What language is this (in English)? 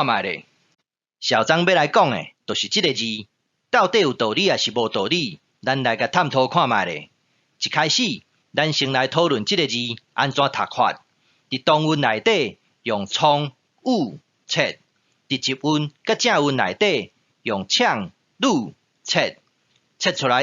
Min Nan Chinese